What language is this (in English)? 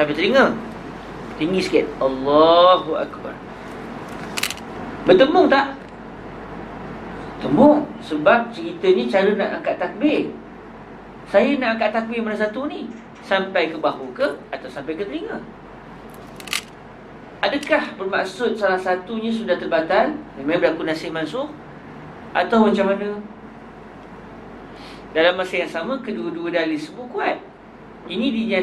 Malay